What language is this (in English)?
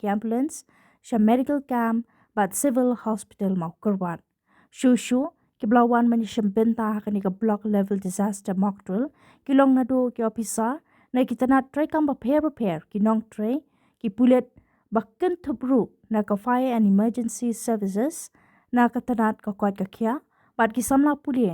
Khasi